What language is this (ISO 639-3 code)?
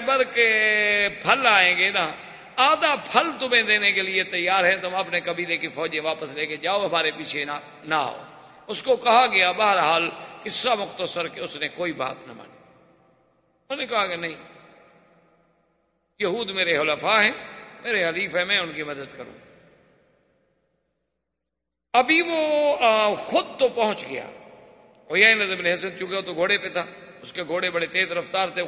urd